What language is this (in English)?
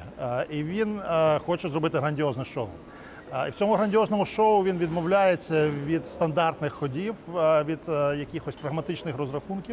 Ukrainian